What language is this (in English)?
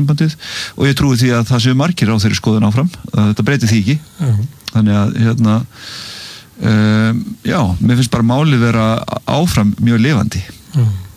Icelandic